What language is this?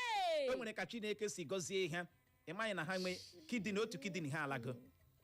Igbo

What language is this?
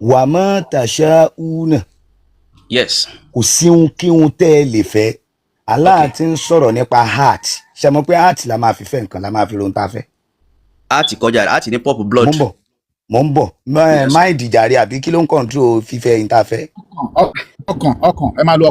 Yoruba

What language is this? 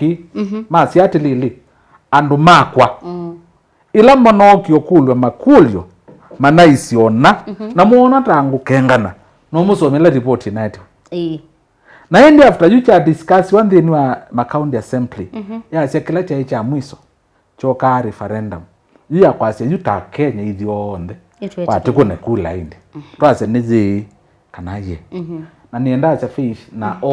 Kamba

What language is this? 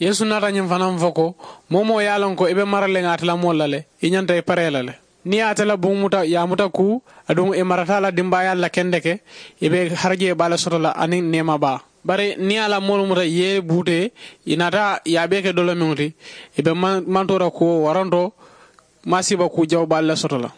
Mandingo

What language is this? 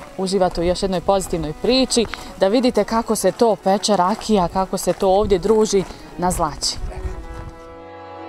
Bosnian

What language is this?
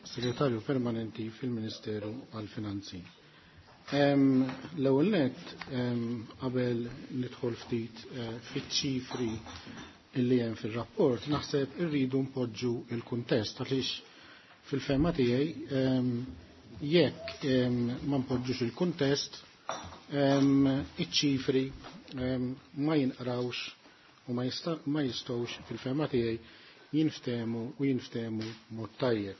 Maltese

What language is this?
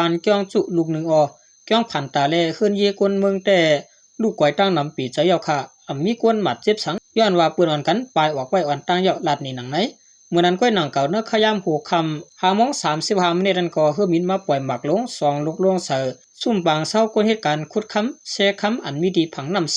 Shan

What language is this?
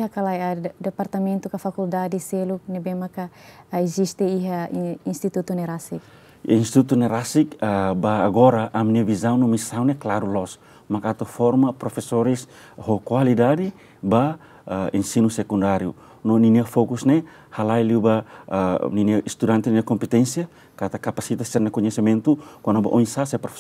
Tetum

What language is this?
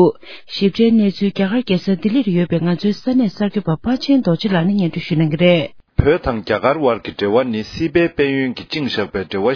Tibetan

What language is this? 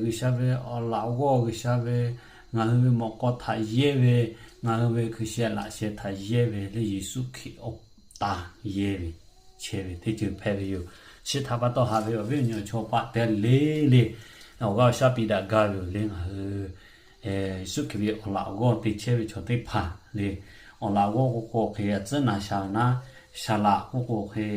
Lahu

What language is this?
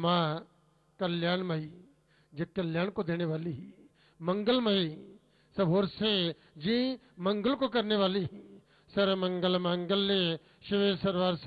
Hindi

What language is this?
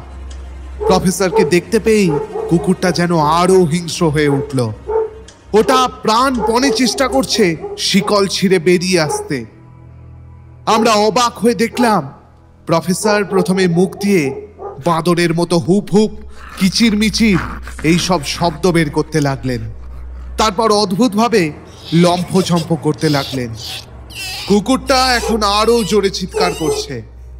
Bangla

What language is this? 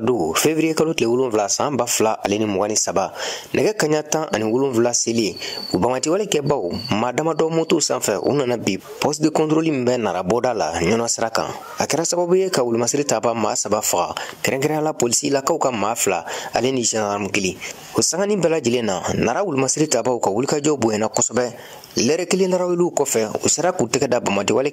Bambara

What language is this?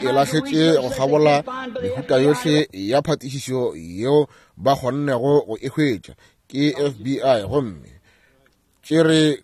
Northern Sotho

